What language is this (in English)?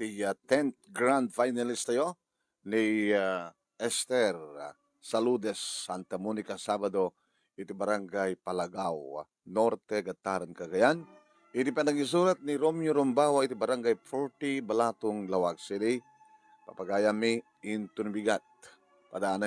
Iloko